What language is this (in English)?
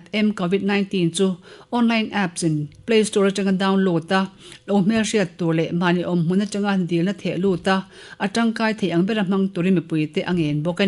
Mizo